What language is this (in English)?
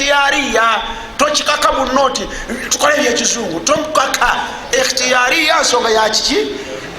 Ganda